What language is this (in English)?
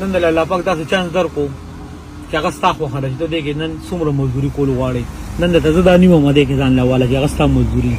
Pashto